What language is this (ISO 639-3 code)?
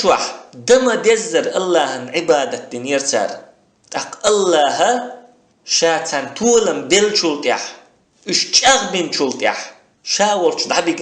che